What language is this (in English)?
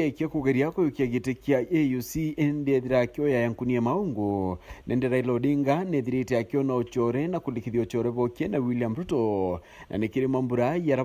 Meru